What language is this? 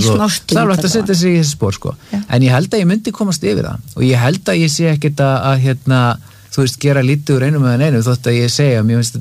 Icelandic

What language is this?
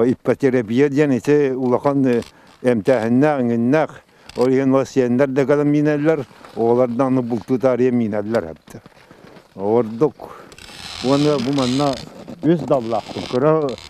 Yakut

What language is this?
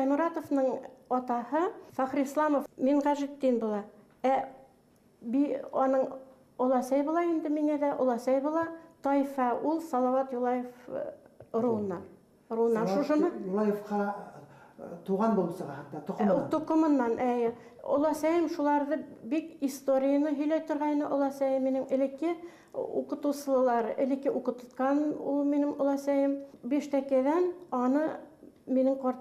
Bashkir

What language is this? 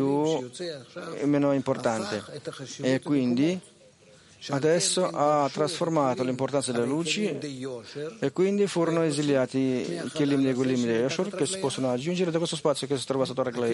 Italian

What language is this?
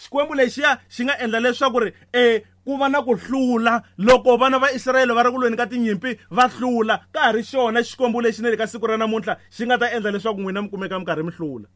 Tsonga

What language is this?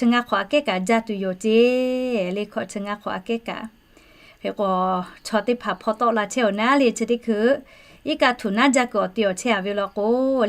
Lahu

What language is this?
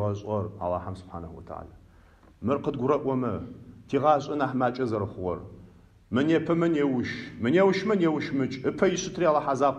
Adyghe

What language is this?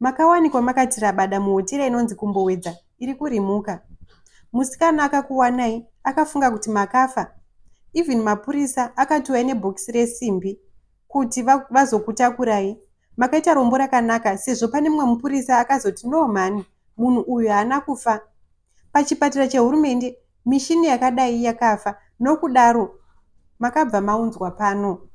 Shona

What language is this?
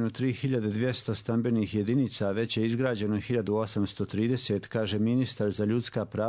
Croatian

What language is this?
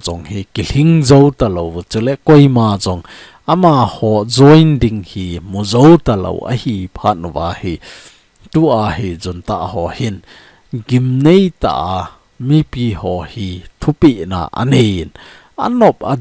Thado Chin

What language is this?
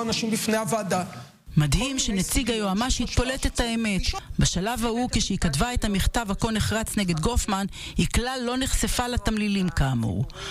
Hebrew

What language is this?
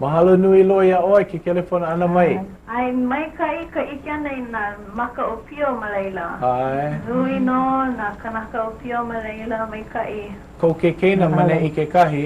Hawaiian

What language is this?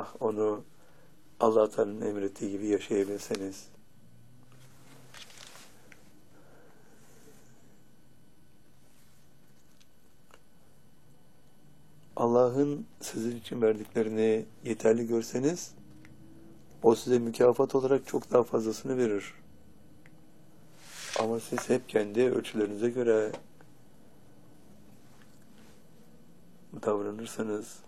Turkish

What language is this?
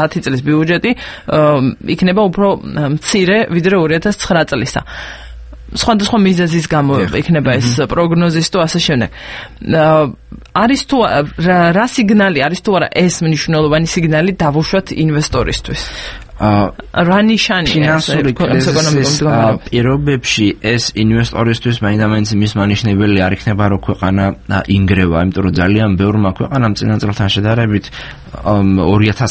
Georgian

